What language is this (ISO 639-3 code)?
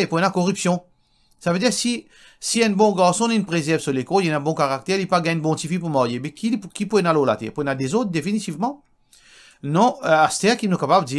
mfe